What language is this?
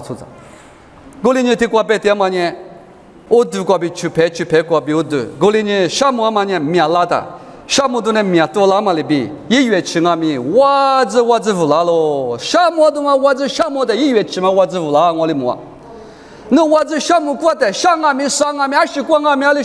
Lisu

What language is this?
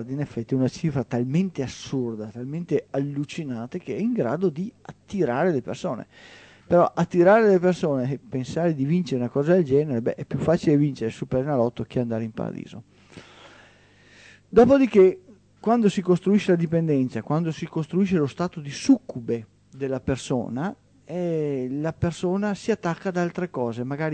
Italian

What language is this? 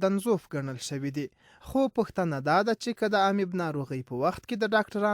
Pashto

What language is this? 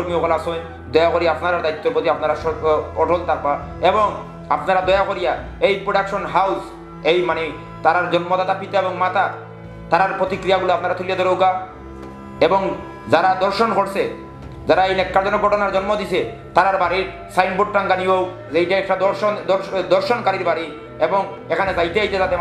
Sylheti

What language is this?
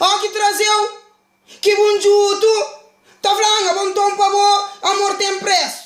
Kabuverdianu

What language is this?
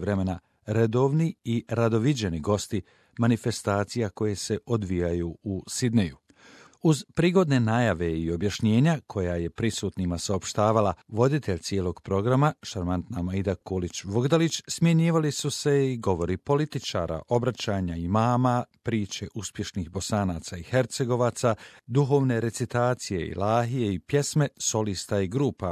Bosnian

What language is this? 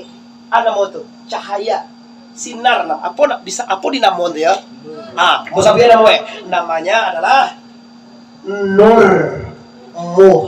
Minangkabau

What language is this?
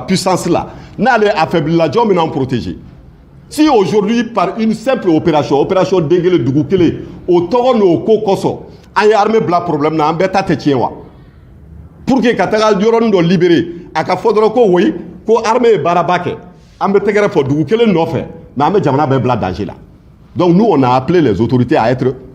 Bambara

